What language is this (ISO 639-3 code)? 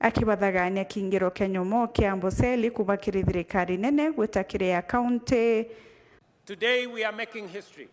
mer